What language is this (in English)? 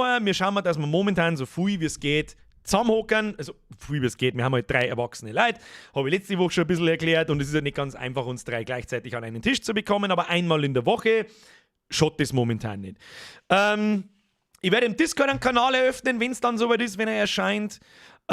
Bavarian